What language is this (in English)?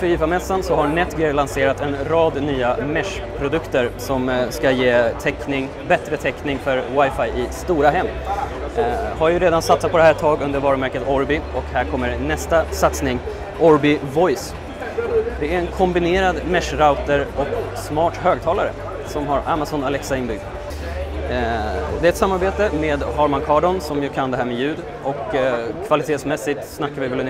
Swedish